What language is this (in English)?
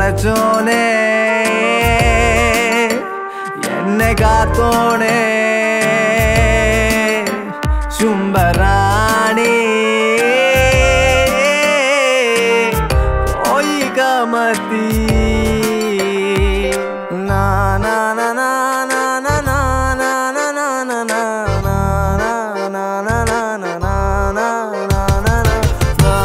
Malayalam